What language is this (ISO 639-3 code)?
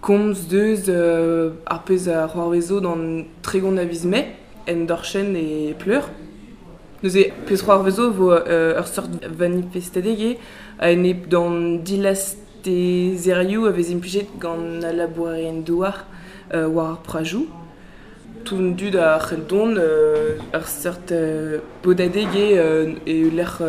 bre